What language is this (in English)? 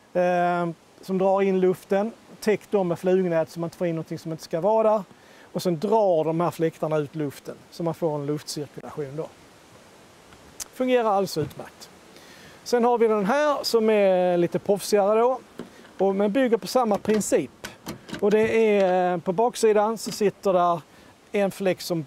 Swedish